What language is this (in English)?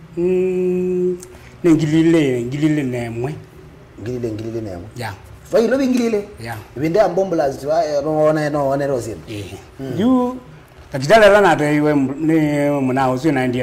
Kamba